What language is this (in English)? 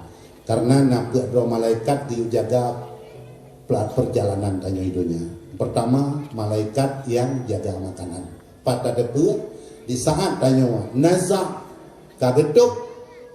Achinese